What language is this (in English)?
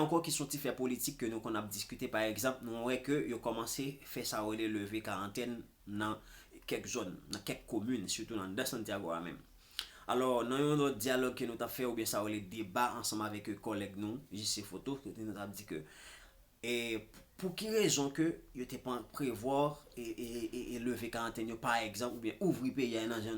Haitian Creole